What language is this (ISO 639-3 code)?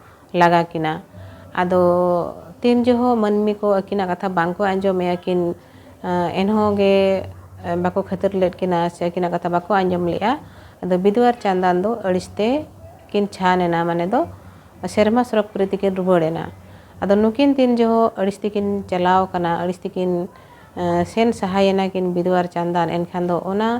sat